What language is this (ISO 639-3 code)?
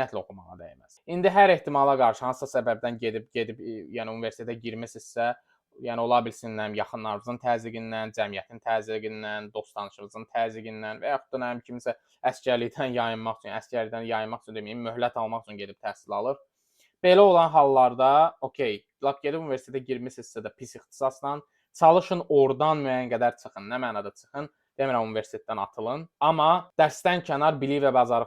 aze